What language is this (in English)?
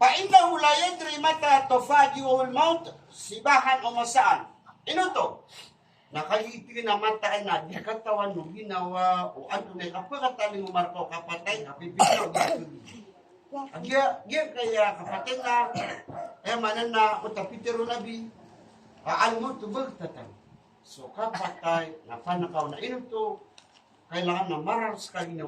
Maranao